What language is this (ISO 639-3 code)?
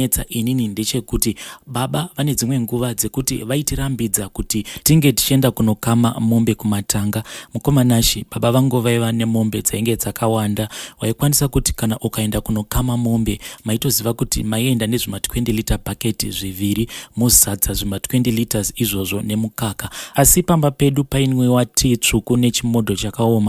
sna